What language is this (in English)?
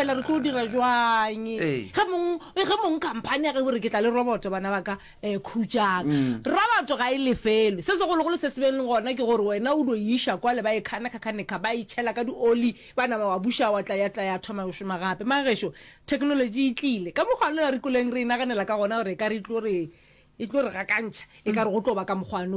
Northern Sotho